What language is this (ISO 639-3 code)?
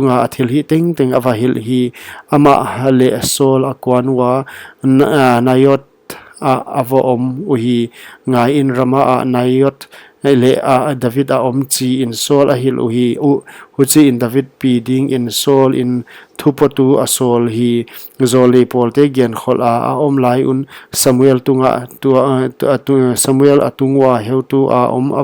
pck